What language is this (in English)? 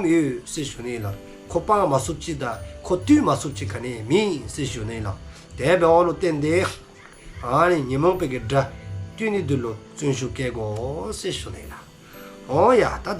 Dzongkha